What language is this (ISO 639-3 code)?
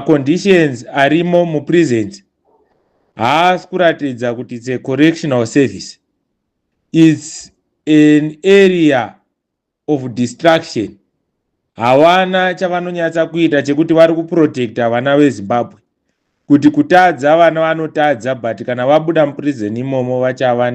sna